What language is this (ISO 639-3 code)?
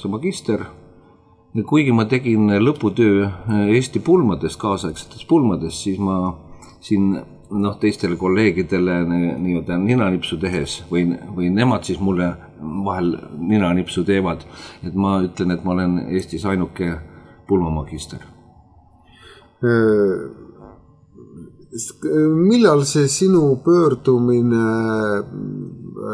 est